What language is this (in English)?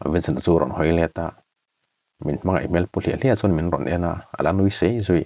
Mizo